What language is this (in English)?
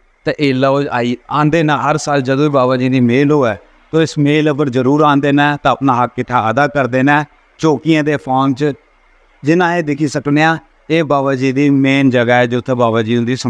Dogri